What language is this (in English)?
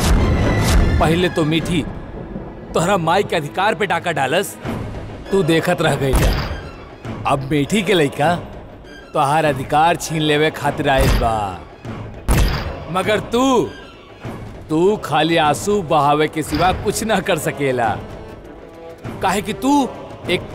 Bhojpuri